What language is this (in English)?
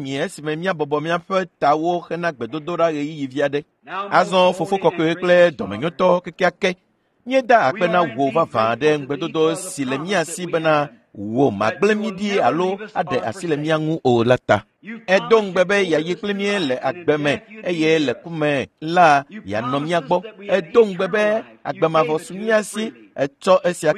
Ewe